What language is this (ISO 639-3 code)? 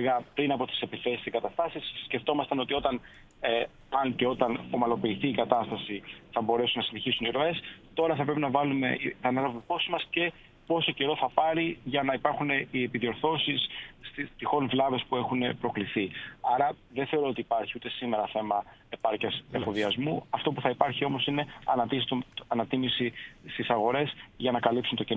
ell